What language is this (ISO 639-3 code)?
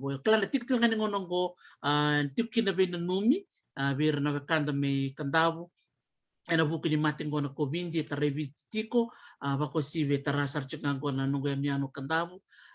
fij